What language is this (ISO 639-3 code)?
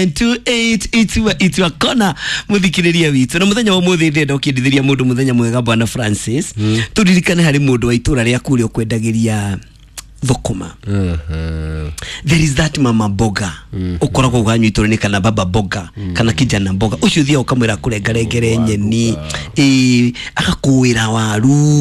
kik